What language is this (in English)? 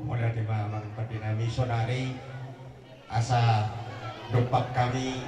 Batak Toba